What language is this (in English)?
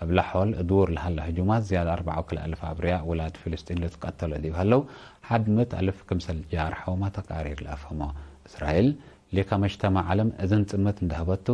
Tigre